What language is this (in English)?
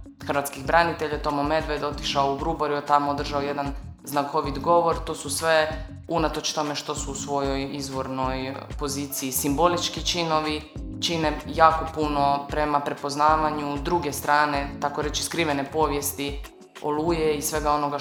Croatian